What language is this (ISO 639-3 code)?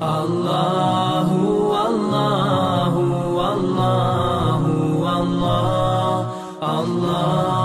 bos